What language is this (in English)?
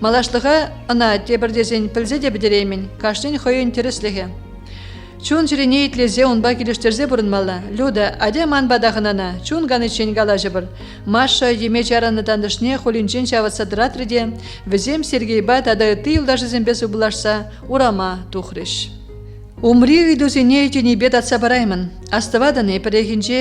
Chuvash